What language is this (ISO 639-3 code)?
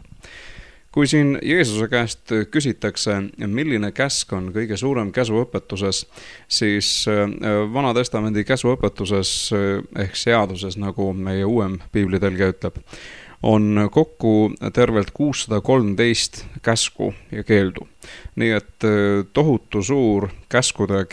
est